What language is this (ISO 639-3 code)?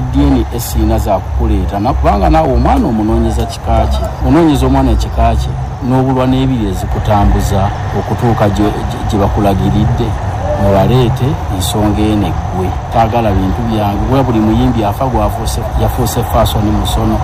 lug